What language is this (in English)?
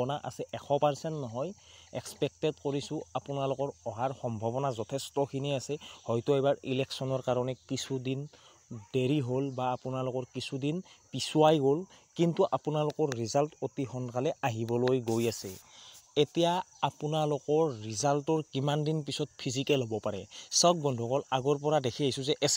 Assamese